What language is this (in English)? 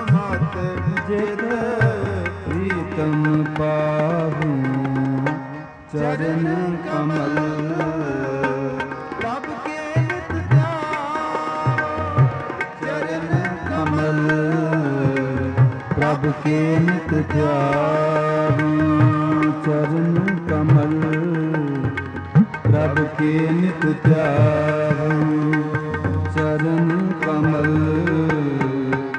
Punjabi